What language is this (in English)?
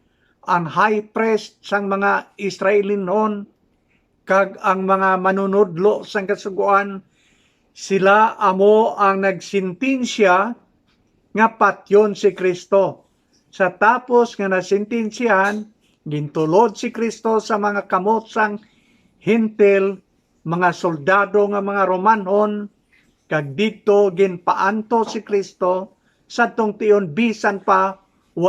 Hiligaynon